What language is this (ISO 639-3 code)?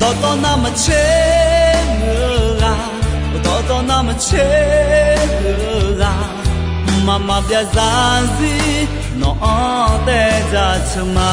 ahk